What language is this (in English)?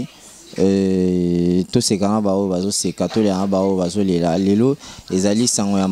Lingala